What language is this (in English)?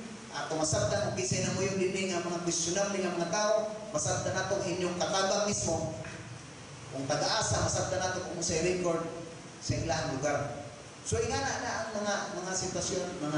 Cebuano